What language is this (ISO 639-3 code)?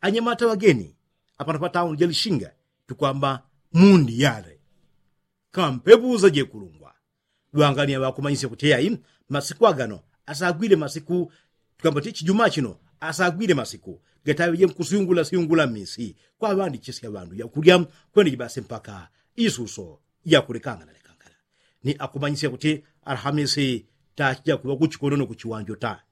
yao